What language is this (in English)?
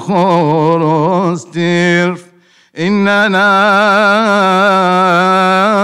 Arabic